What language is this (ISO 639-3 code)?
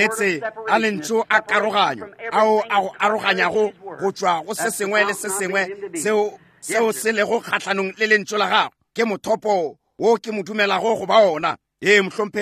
nso